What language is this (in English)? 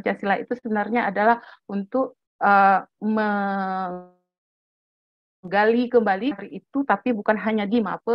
Indonesian